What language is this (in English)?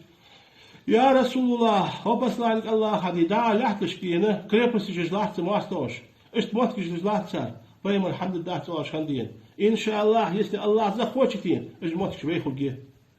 Ingush